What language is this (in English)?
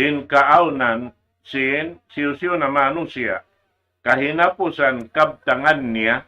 Tausug